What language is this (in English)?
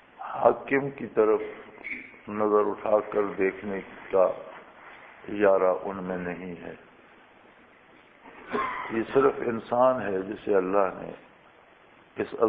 Urdu